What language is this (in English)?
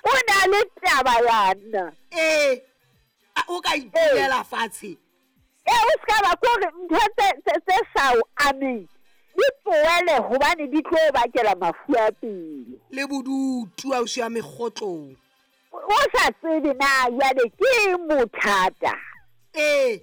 Southern Sotho